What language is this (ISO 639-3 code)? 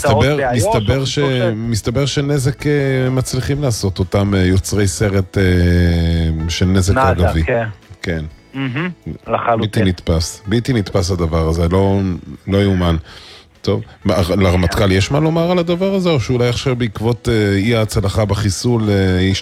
heb